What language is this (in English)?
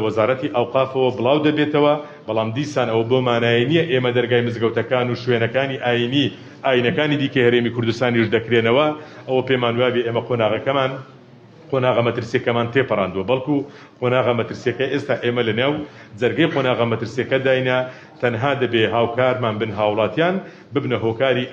Central Kurdish